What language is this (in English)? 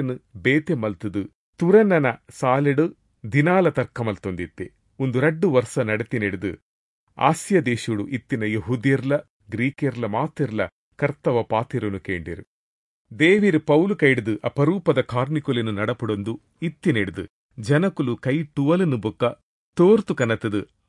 Tulu